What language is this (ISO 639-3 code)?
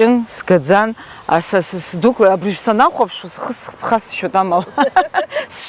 abk